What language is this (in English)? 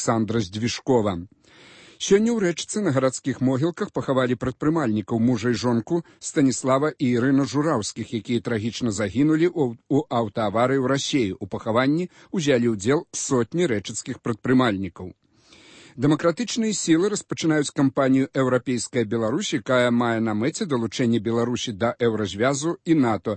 Belarusian